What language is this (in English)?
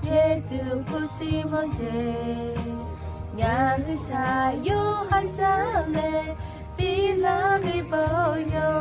Lahu